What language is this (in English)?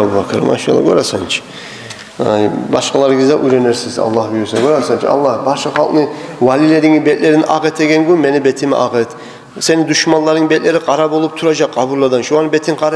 Kumyk